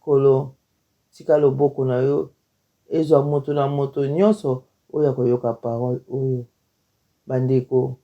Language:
Lingala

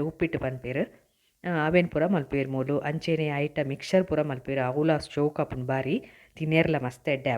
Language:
Tulu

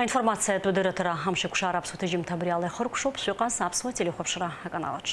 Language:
Abkhazian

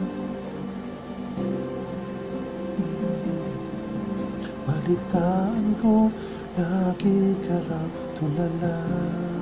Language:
Filipino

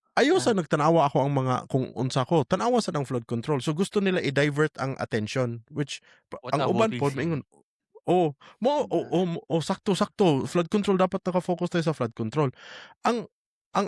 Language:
Cebuano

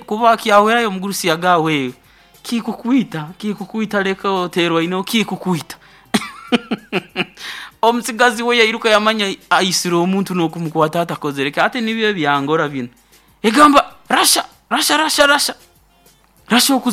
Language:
Nyoro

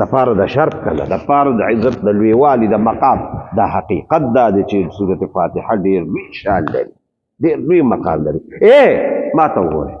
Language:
Pashto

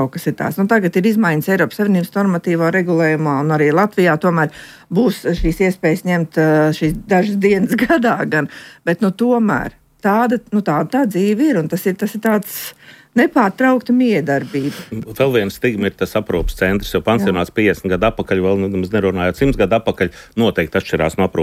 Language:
Latvian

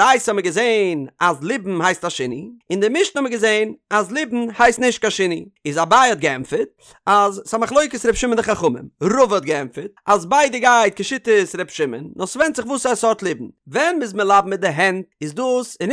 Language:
Yiddish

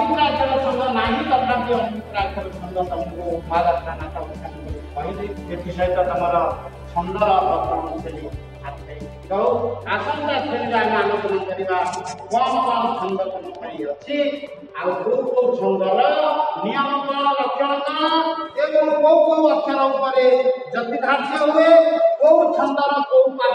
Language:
Odia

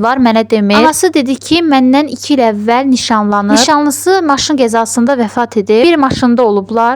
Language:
Azerbaijani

